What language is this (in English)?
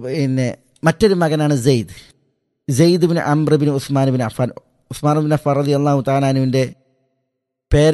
Malayalam